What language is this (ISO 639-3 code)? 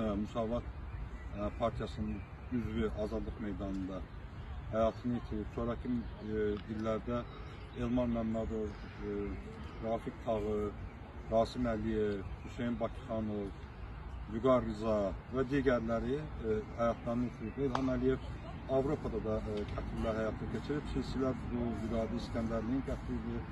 aze